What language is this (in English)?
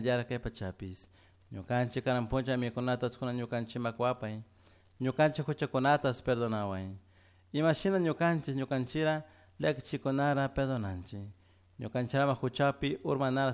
Chimborazo Highland Quichua